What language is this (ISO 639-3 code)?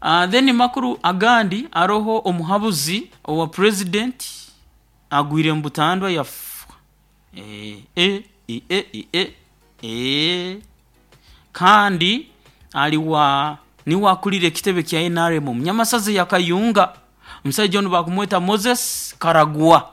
nyo